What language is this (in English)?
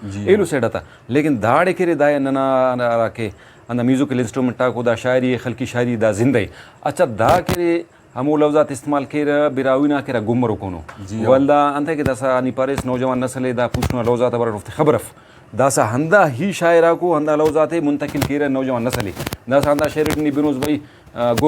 Brahui